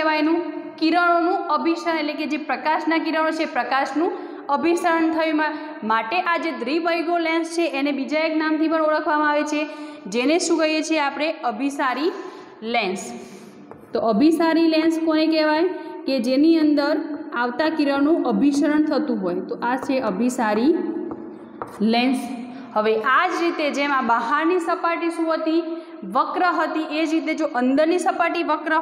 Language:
Gujarati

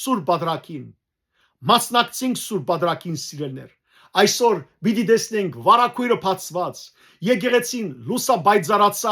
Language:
Western Armenian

